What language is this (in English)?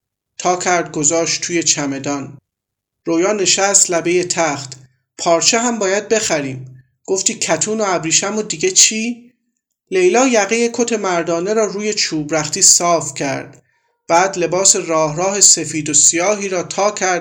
Persian